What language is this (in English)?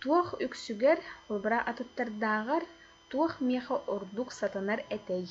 Yakut